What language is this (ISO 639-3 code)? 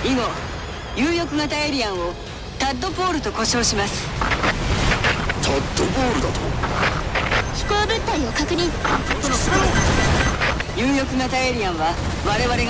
jpn